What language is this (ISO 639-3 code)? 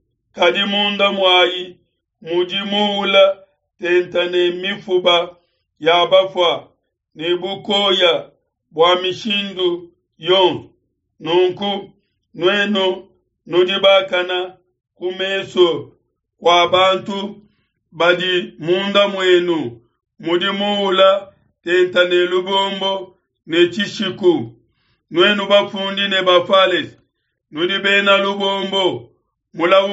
lua